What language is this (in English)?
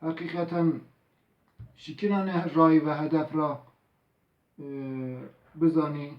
Zaza